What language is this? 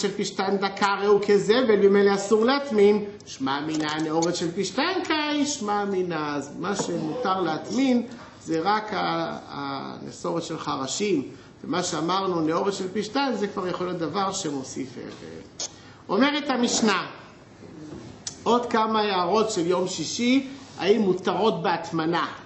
Hebrew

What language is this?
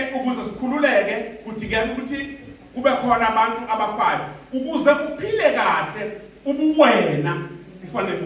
Zulu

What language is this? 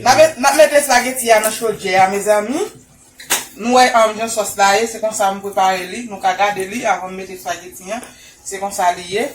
Haitian Creole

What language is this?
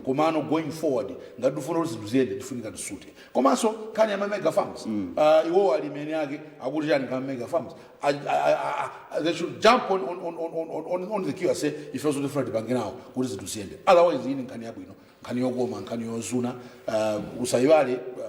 Nyanja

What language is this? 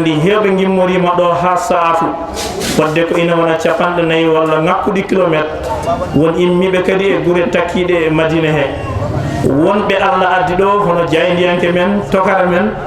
Fula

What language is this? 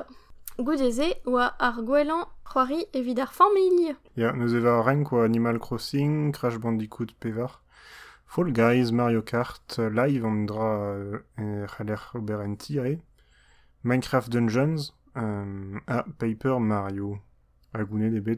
Breton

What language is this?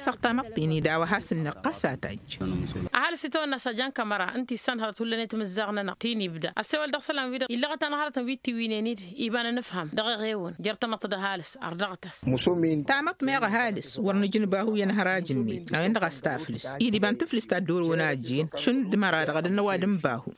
Tamasheq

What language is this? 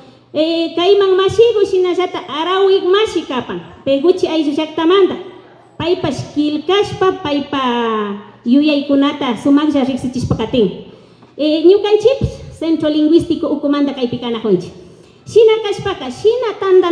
Imbabura Highland Quichua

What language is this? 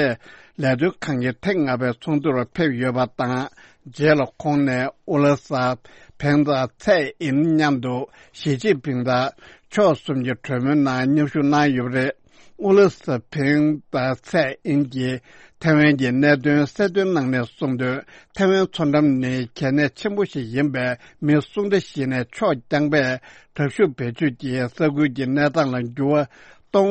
Tibetan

